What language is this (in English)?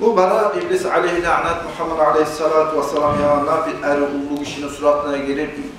Kumyk